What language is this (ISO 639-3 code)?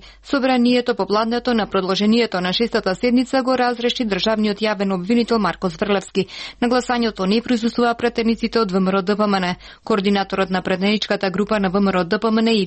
mkd